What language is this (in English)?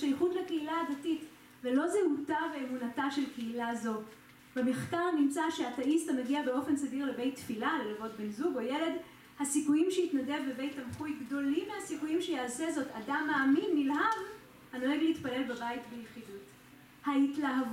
Hebrew